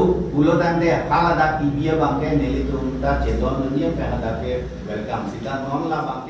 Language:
Karbi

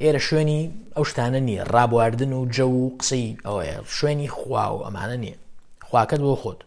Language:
Central Kurdish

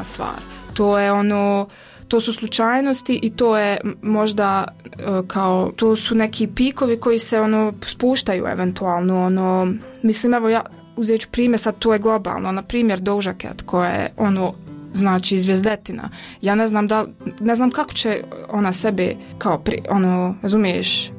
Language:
Croatian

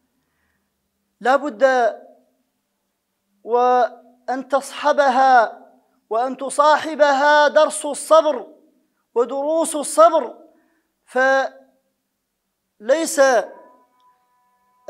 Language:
Arabic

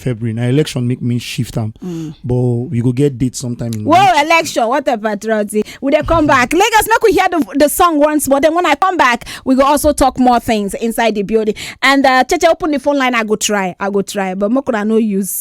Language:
Nigerian Pidgin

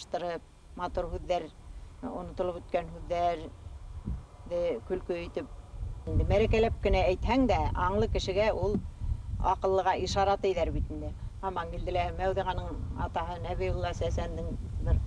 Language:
Bashkir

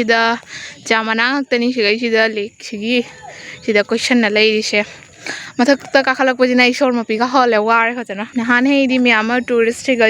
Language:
Manipuri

